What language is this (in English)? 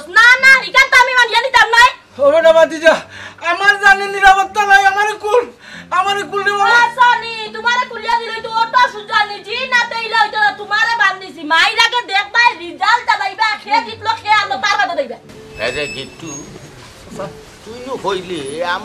Sylheti